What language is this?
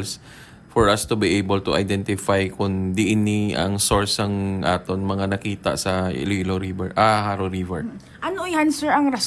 Hiligaynon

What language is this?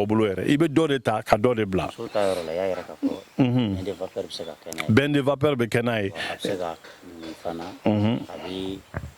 Bambara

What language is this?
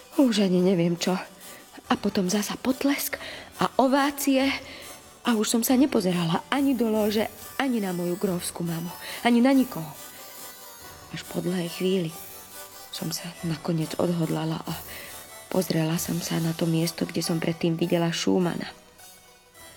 Slovak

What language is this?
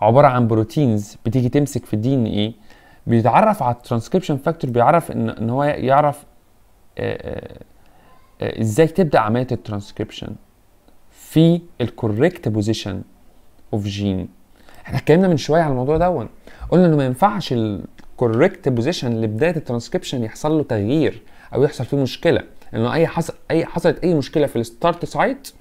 Egyptian Arabic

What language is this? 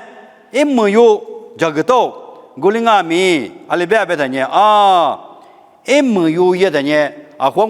Lisu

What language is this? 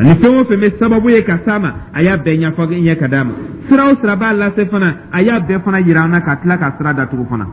Dyula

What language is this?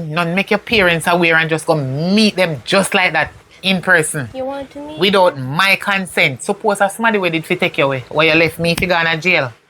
Jamaican Creole English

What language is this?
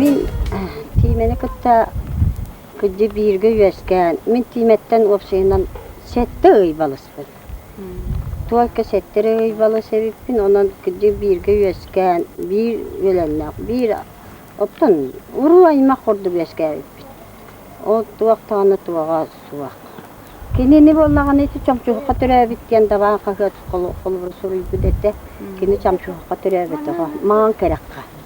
Yakut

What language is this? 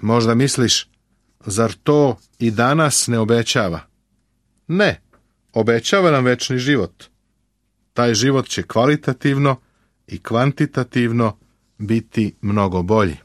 Serbian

